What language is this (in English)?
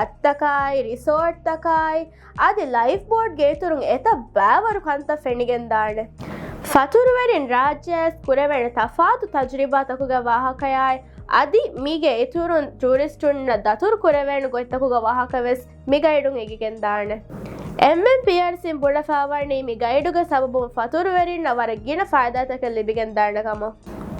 Divehi